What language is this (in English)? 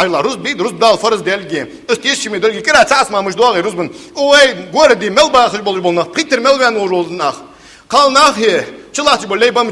Ingush